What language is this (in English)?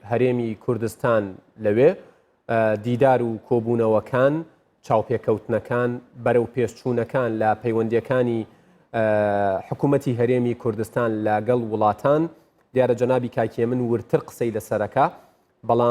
Central Kurdish